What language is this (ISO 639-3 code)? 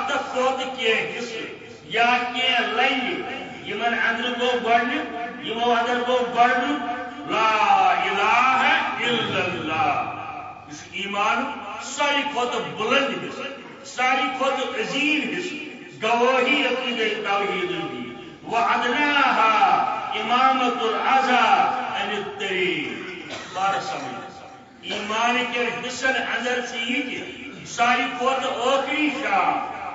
kas